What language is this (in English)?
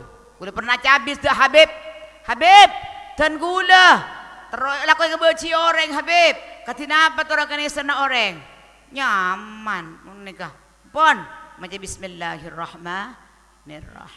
Madurese